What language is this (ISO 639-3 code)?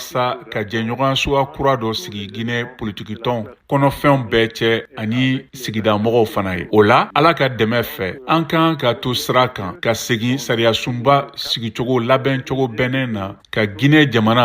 bam